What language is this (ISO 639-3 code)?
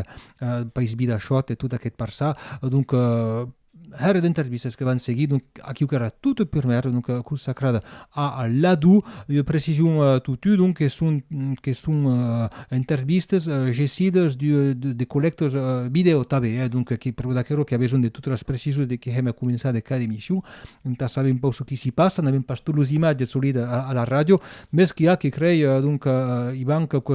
oci